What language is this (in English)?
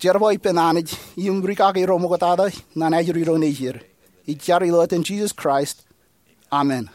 Marshallese